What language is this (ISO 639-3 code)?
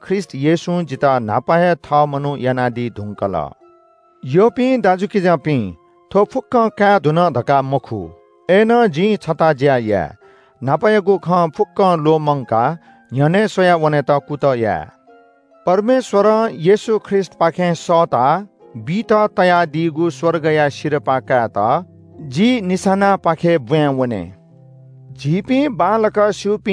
new